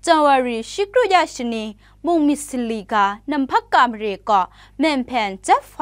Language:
Kachin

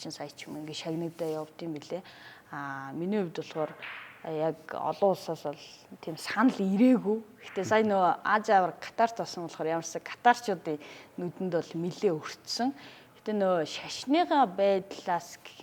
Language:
Mongolian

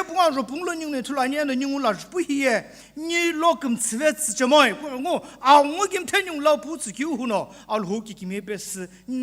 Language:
Sumi Naga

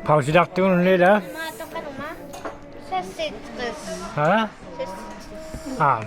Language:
Kalaallisut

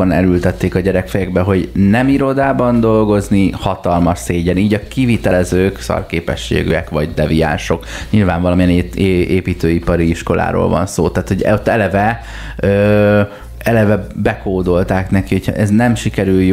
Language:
Hungarian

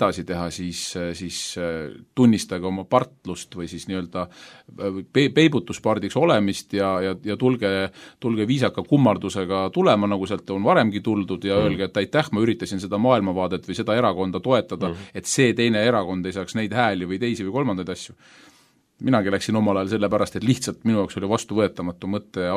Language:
Estonian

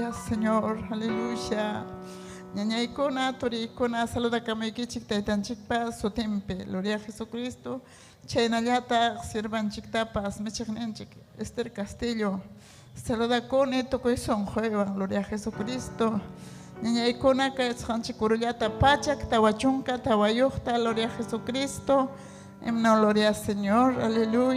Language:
Ayacucho Quechua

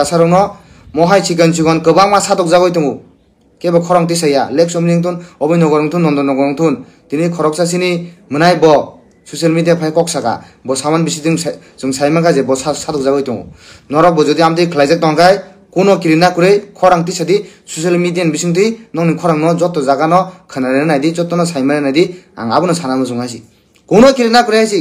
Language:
Kok Borok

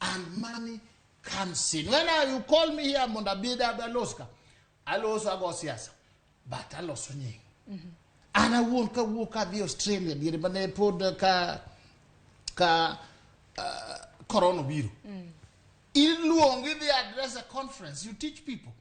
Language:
Luo (Kenya and Tanzania)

